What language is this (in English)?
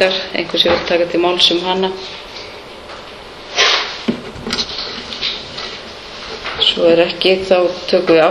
Icelandic